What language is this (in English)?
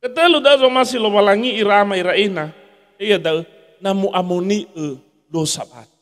Nias